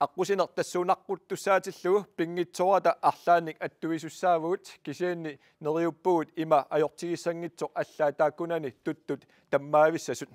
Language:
Kalaallisut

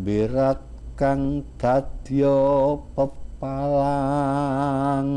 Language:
Javanese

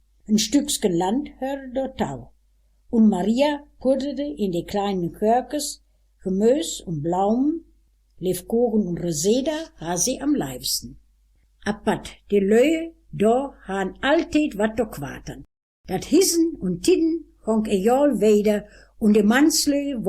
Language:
Westphalien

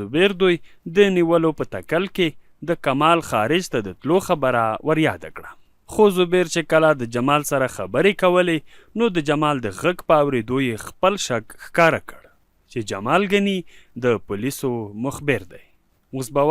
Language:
Pashto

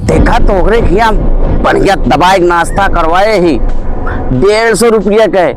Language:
Awadhi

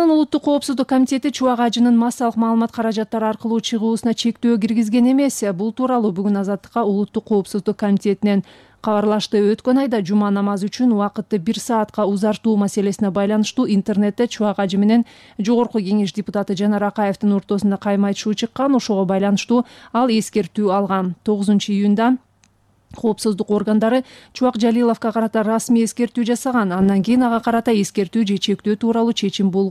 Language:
Kyrgyz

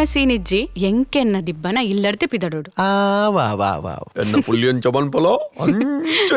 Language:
Tulu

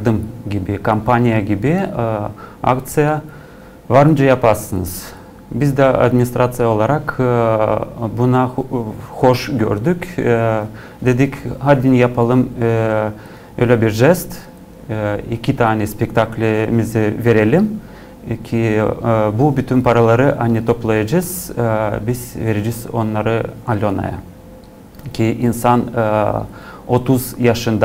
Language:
Gagauz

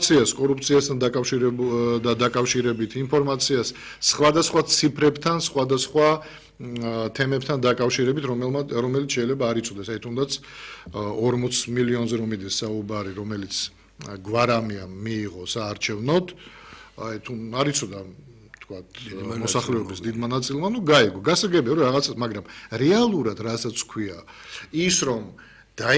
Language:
Georgian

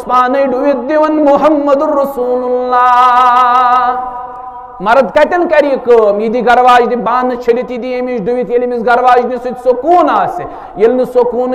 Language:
Kashmiri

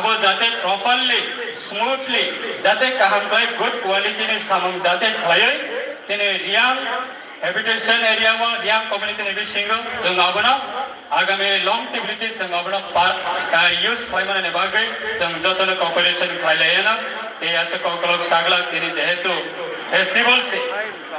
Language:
Kok Borok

